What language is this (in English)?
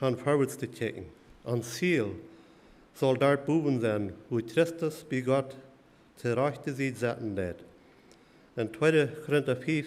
Plautdietsch